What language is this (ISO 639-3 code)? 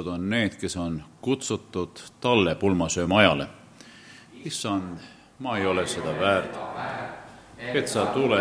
est